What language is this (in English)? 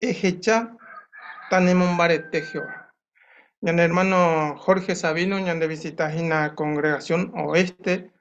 Guarani